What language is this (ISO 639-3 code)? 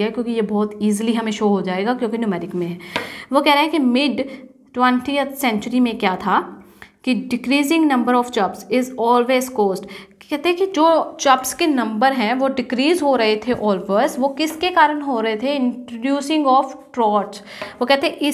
hin